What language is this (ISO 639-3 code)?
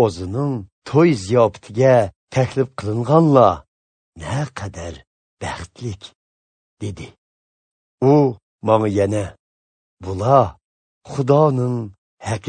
uig